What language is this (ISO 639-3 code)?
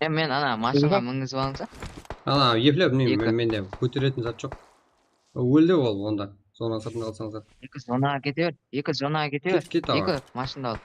kaa